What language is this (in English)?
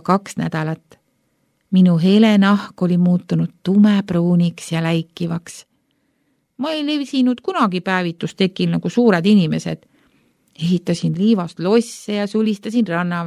Estonian